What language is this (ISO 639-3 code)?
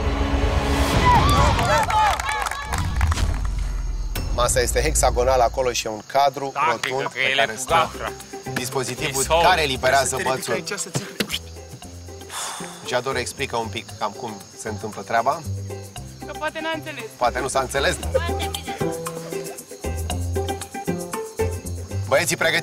ron